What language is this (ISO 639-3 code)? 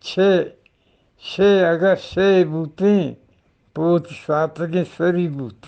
bgp